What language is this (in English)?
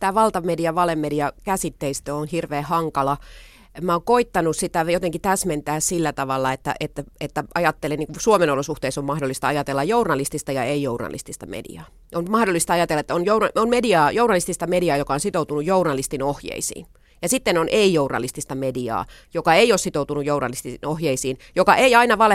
Finnish